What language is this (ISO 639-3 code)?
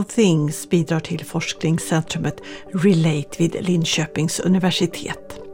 swe